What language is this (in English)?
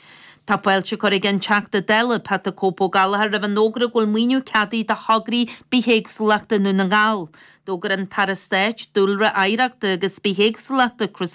Irish